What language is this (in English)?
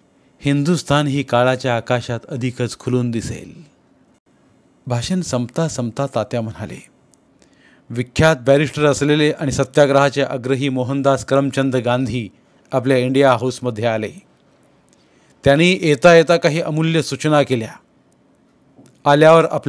Marathi